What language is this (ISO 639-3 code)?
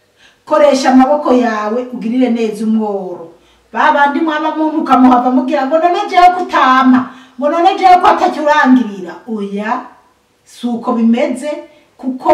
run